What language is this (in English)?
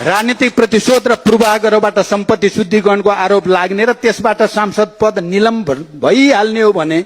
Nepali